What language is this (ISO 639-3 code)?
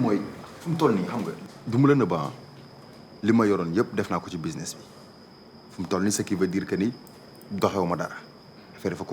wol